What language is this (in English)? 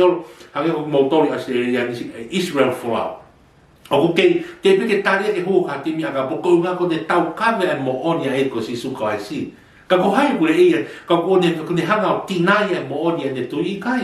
Tongan